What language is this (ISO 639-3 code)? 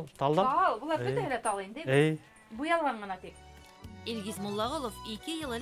bak